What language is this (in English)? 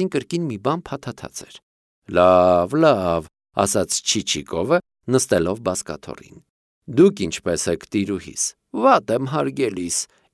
Armenian